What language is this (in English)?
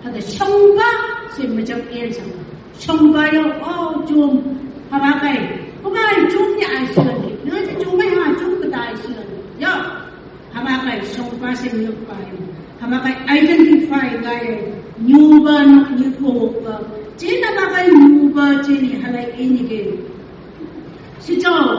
Phom Naga